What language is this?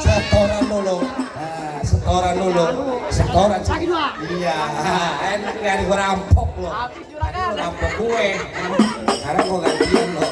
Betawi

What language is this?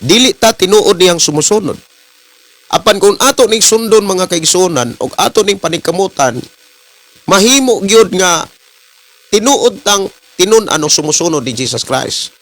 Cebuano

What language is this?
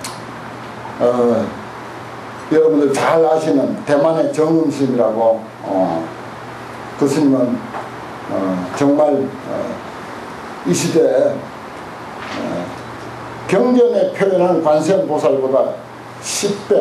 Korean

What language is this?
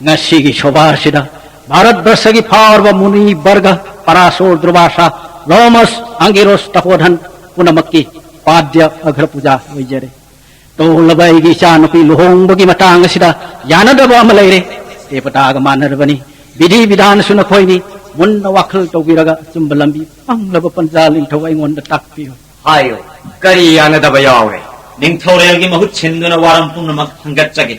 Manipuri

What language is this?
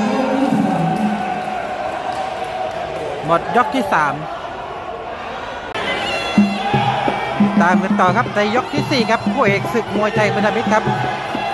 Thai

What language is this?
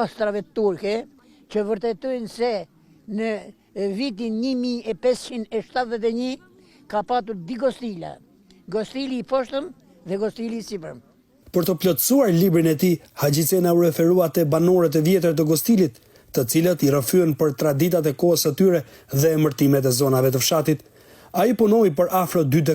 Albanian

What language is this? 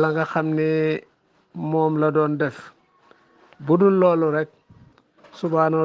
Wolof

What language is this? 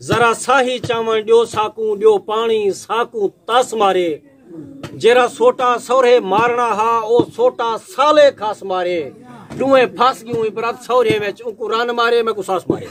Saraiki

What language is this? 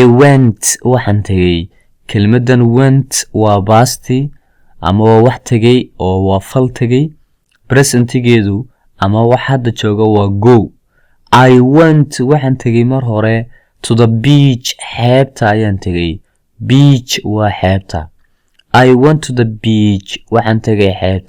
Somali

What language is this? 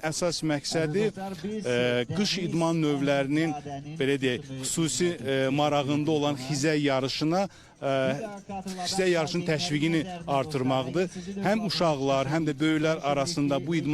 Azerbaijani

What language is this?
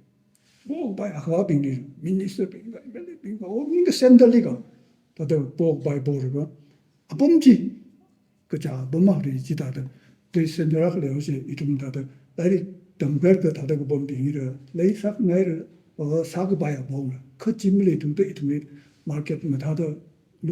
Tangkhul Naga (India)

